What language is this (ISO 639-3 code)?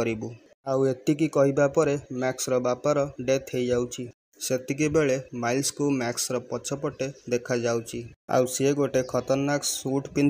ori